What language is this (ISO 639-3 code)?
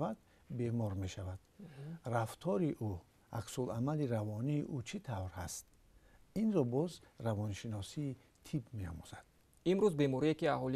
tgk